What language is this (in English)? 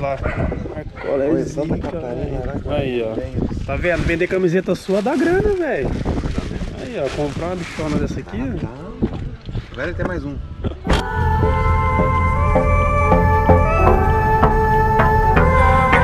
Portuguese